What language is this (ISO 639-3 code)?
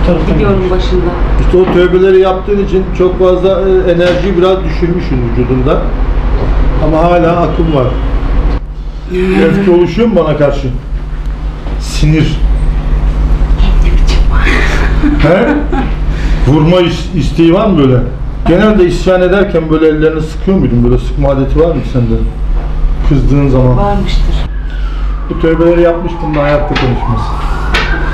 tur